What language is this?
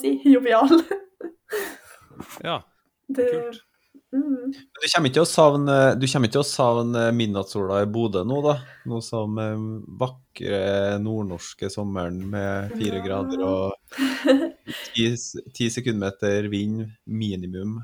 Norwegian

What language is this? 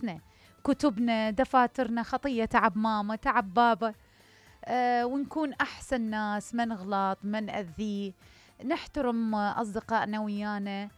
Mesopotamian Arabic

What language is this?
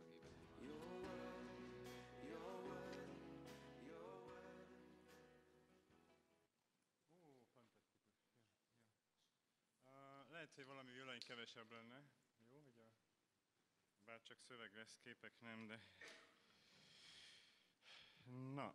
Hungarian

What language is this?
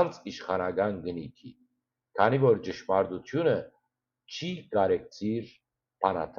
Western Armenian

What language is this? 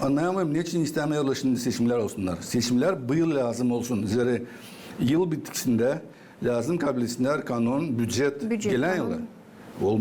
Gagauz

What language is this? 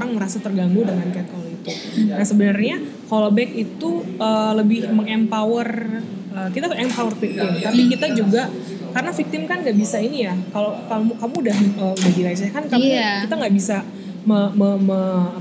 Indonesian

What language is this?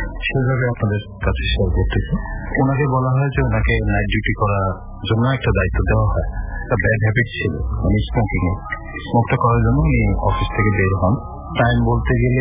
Bangla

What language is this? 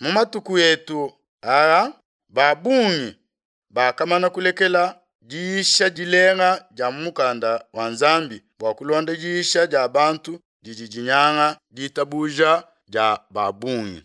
Luba-Lulua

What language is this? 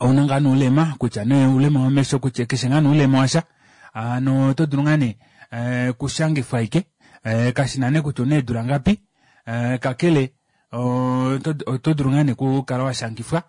Kuanyama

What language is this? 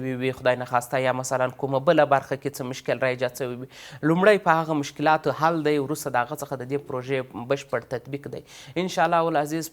Pashto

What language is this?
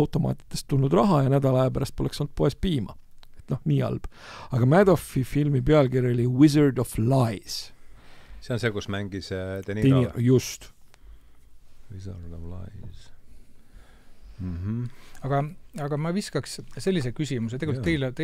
Estonian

